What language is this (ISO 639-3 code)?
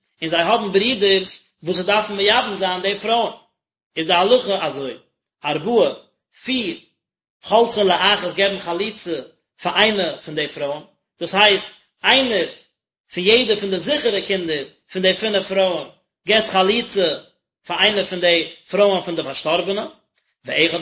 yid